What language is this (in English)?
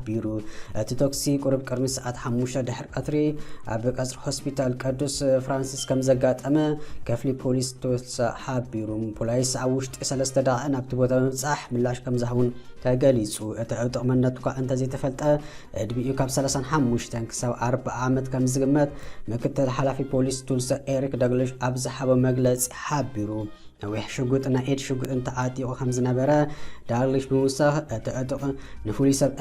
Tigrinya